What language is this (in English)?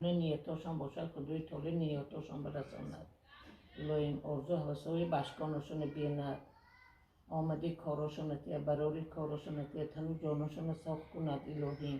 Tajik